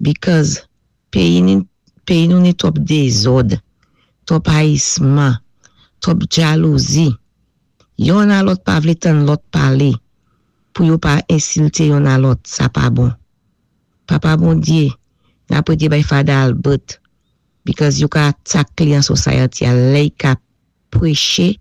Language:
Saint Lucian Creole French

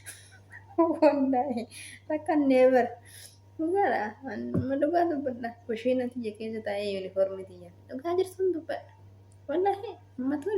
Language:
Oromo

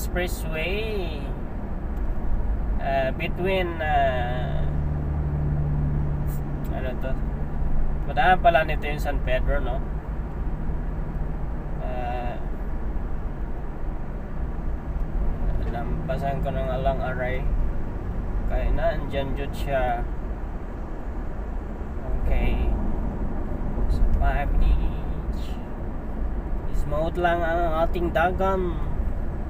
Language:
Filipino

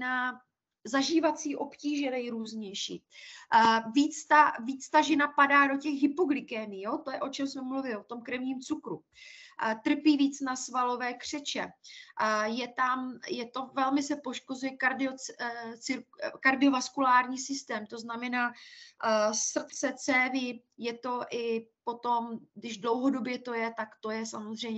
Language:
Czech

